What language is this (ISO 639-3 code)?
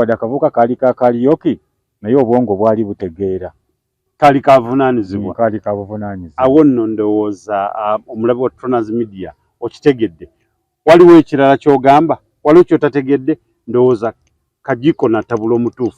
lug